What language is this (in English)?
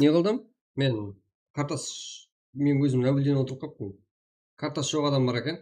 Kara-Kalpak